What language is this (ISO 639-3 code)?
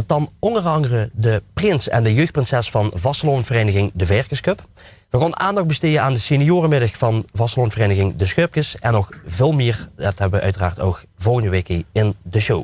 lim